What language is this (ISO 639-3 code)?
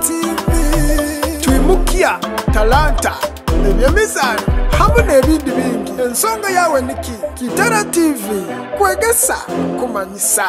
nyo